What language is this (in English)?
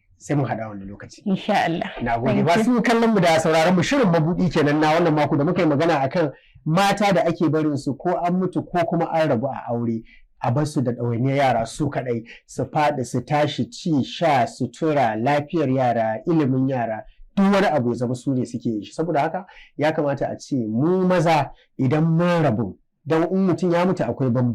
Hausa